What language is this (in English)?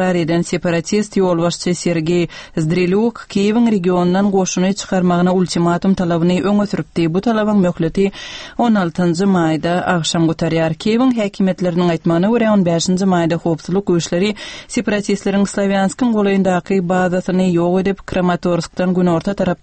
Turkmen